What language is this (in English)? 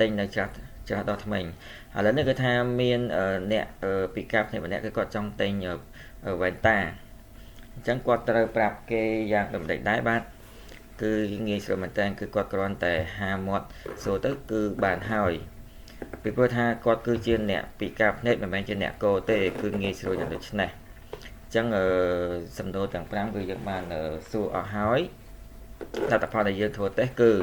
Khmer